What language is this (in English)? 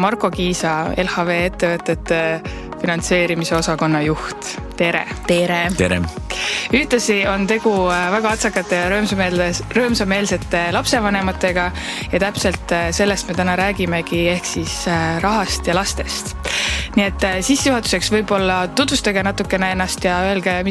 Estonian